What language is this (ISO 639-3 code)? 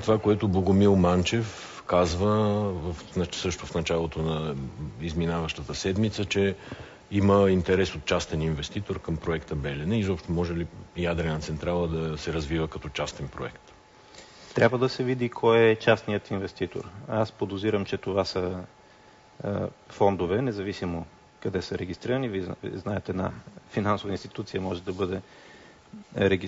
bul